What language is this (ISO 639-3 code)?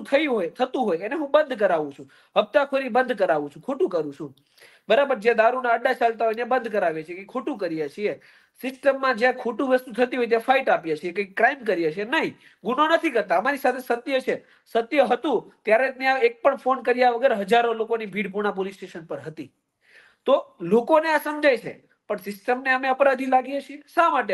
guj